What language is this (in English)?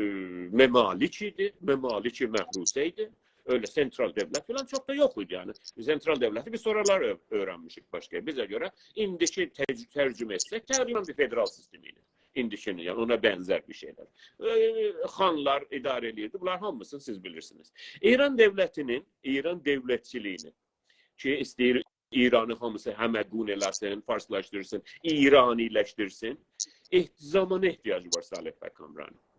South Azerbaijani